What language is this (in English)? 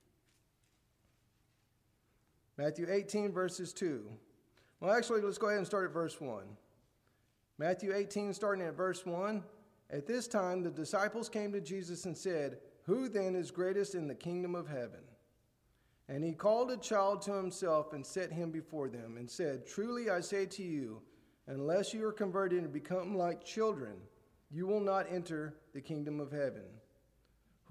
English